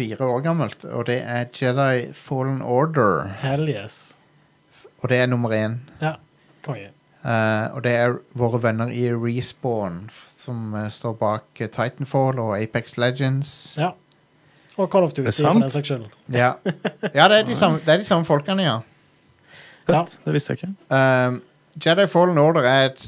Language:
Norwegian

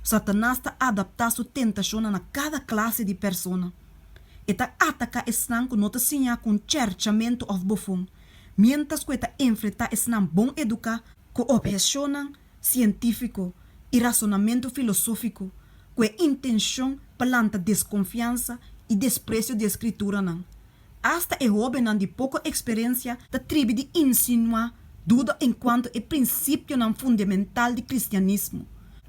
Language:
Papiamento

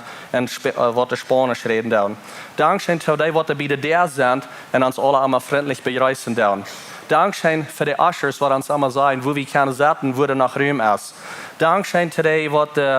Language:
Plautdietsch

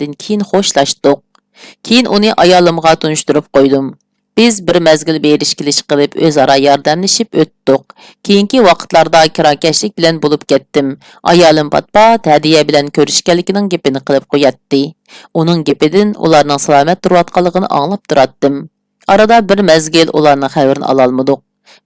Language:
Uyghur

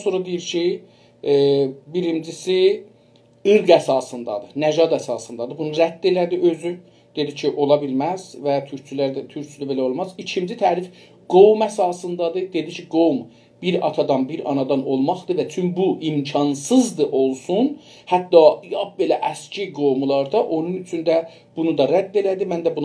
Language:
South Azerbaijani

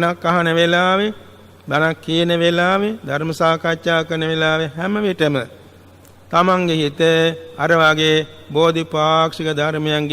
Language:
Sinhala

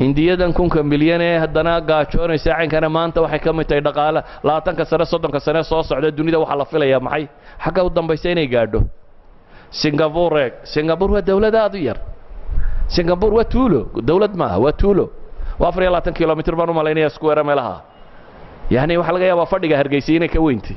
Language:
Somali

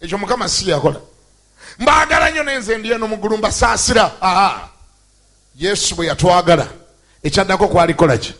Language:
Ganda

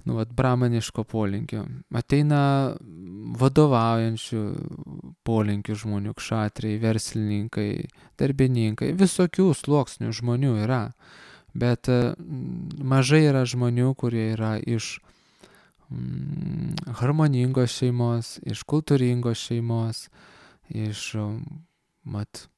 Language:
Lithuanian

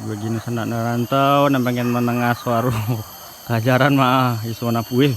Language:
Minangkabau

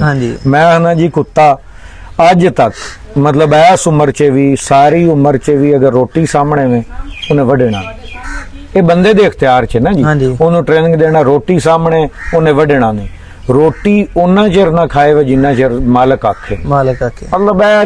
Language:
Punjabi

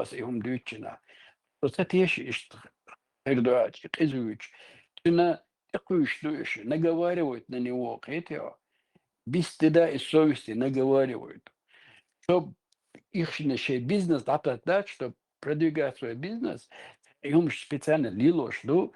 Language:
Chechen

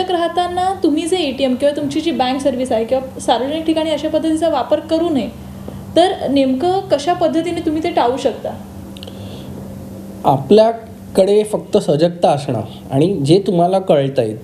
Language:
Marathi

